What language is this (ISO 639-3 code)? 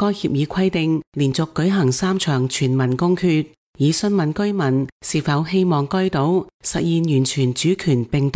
yue